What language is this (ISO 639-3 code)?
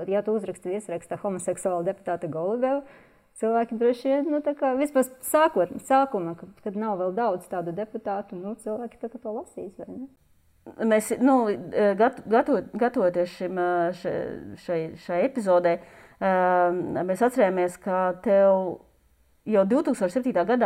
lav